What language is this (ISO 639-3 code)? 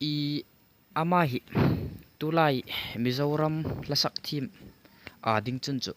hmr